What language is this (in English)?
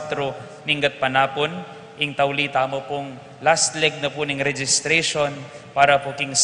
Pampanga